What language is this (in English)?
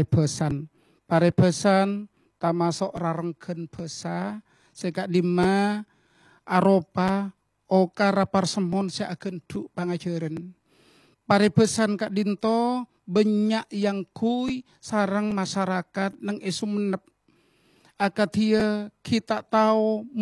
Madurese